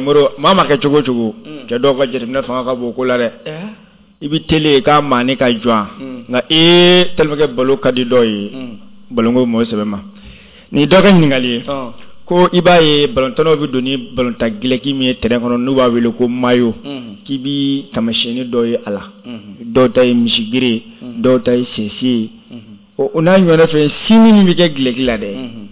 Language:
Bambara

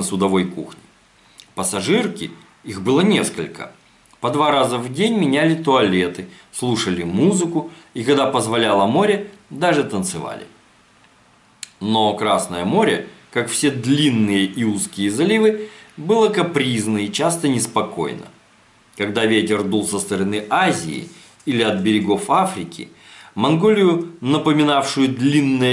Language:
Russian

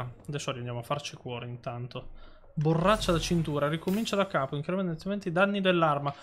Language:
Italian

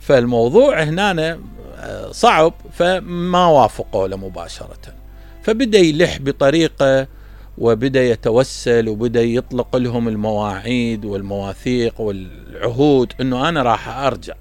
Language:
Mesopotamian Arabic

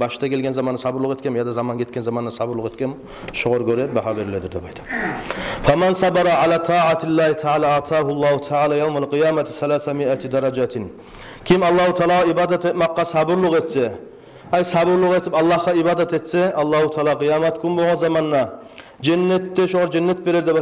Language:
Kumyk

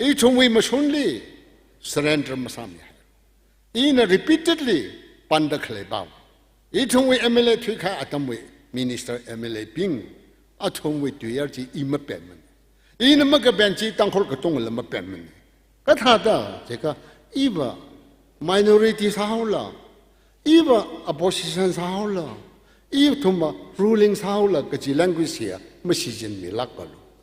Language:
Tangkhul Naga (India)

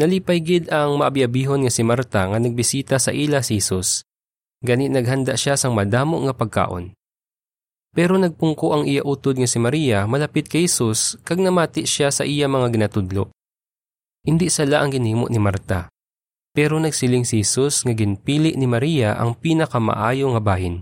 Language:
Hiligaynon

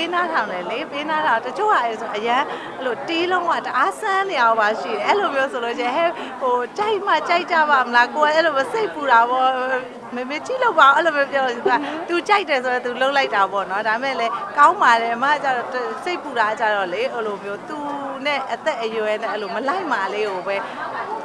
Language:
Burmese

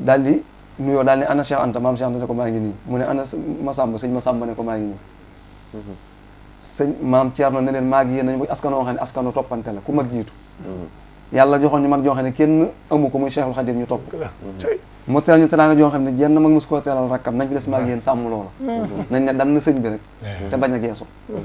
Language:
Wolof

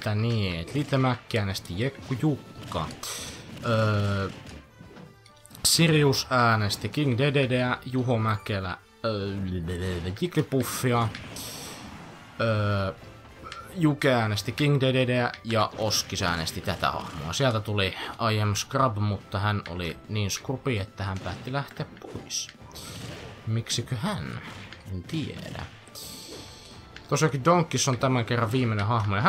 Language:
Finnish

